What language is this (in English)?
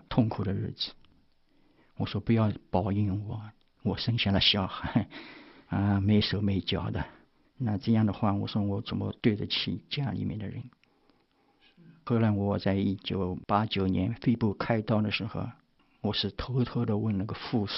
Chinese